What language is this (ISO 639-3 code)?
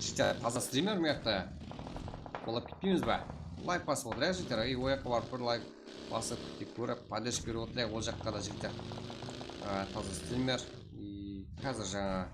kaa